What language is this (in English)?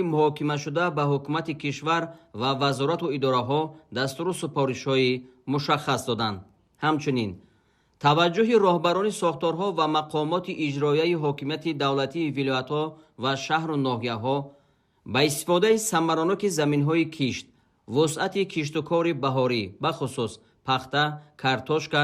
Tajik